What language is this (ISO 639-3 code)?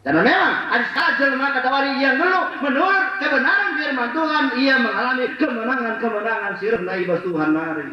btx